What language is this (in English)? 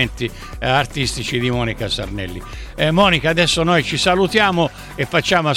Italian